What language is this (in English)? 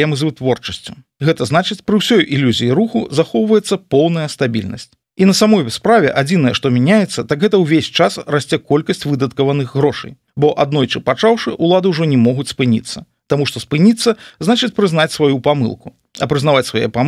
Belarusian